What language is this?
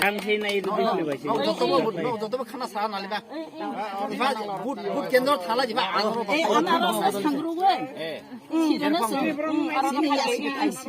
Kok Borok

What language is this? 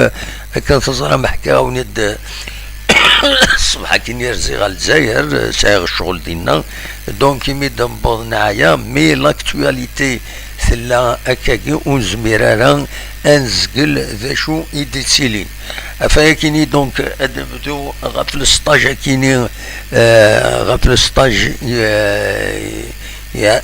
Kabyle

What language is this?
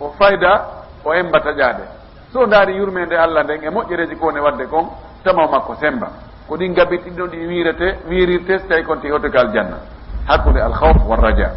Fula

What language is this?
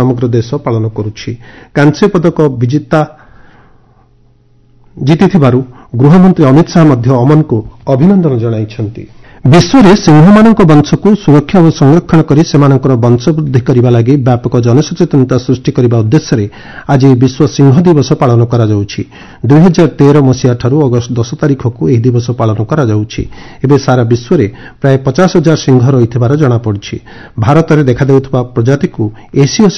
Odia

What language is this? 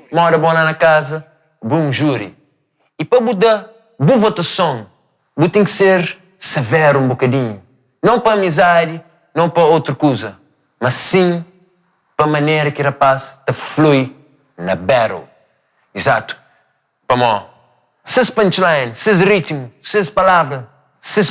Kabuverdianu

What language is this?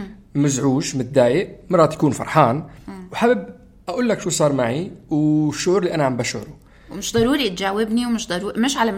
North Levantine Arabic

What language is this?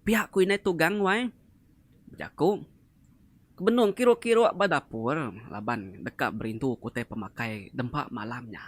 Iban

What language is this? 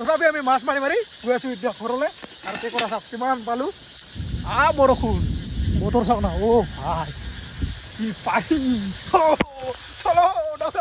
Assamese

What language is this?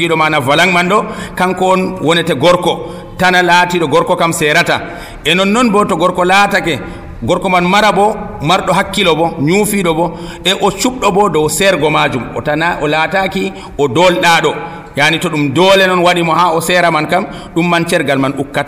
Nigerian Fulfulde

